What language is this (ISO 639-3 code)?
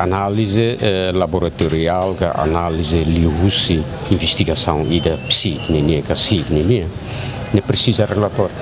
tet